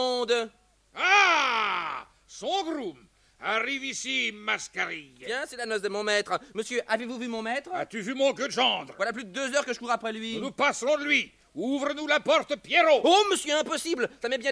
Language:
French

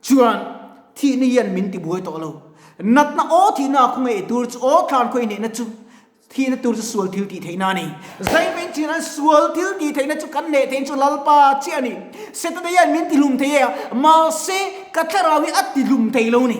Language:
Mizo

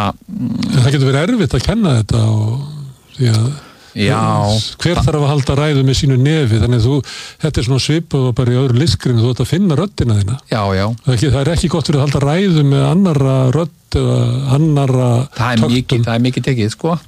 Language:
Icelandic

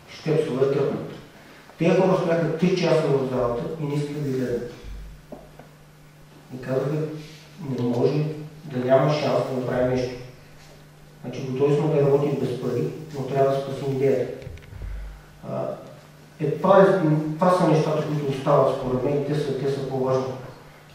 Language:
Bulgarian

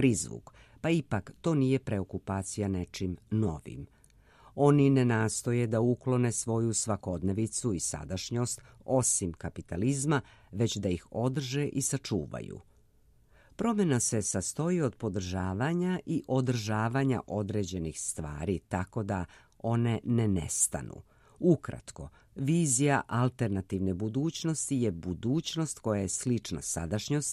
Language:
Serbian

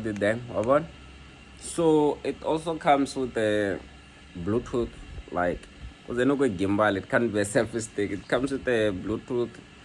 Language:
Tsonga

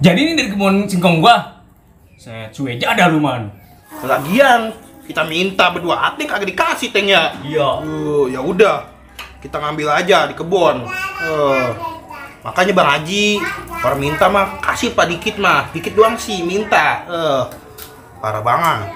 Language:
Betawi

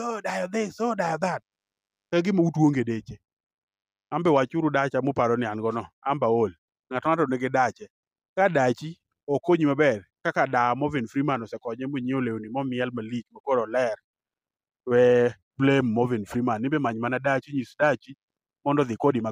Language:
Luo (Kenya and Tanzania)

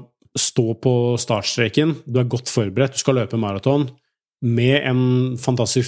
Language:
Norwegian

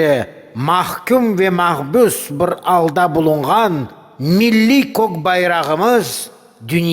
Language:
Crimean Tatar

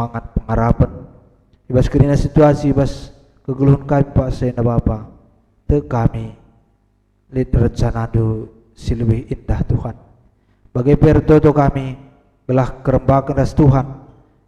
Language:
Batak Karo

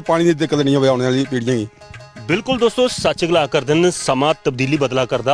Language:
Dogri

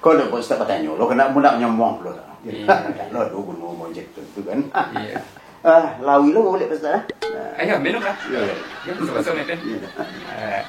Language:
Minangkabau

